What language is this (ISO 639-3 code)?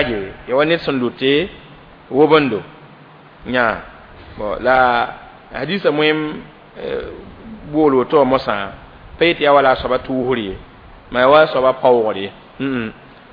mos